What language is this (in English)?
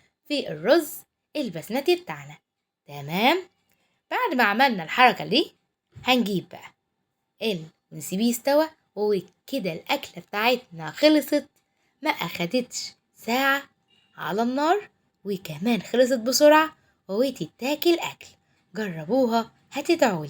Egyptian Arabic